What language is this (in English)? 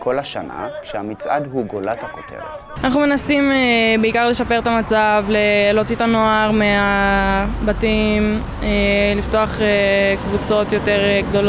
Hebrew